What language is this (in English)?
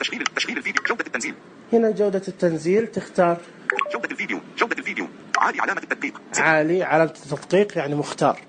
Najdi Arabic